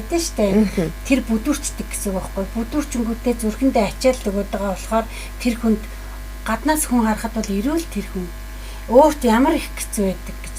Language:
Mongolian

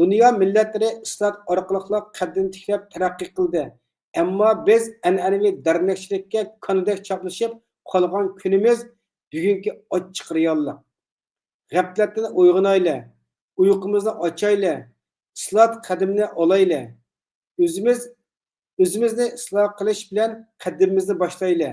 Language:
Uyghur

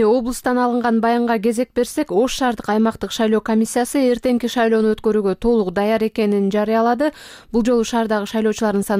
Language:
Kyrgyz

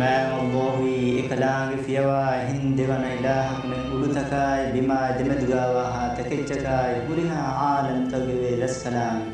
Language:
Divehi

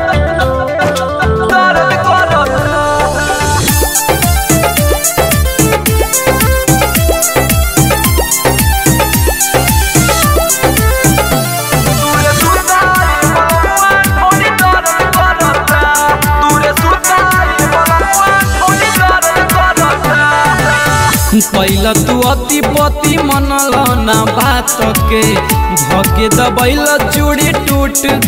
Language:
Bhojpuri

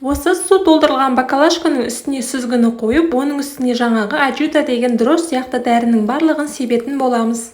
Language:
Kazakh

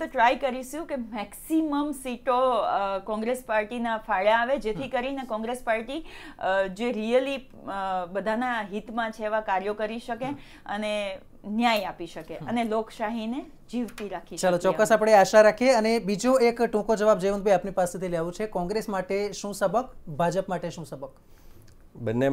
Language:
Gujarati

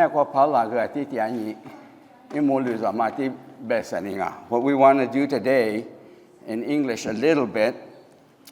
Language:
Lisu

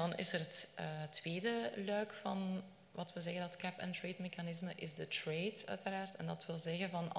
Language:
Dutch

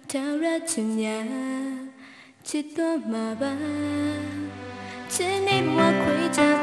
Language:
Burmese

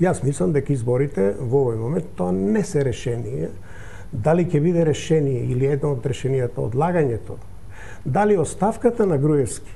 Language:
Macedonian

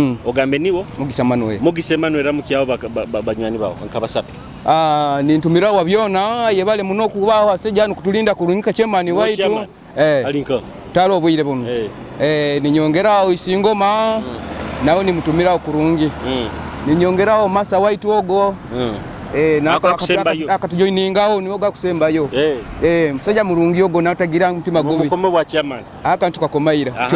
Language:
Nyoro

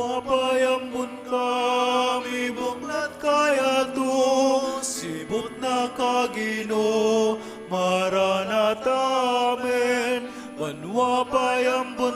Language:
Pampanga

